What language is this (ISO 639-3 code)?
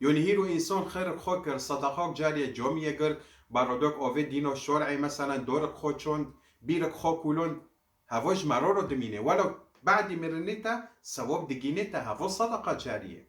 kur